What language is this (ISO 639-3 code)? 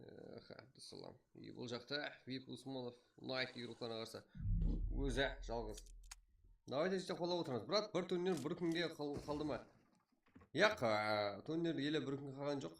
kaa